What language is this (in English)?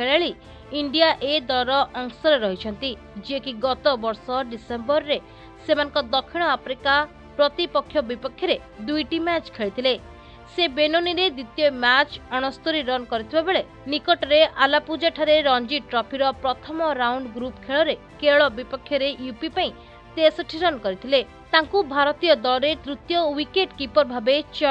Odia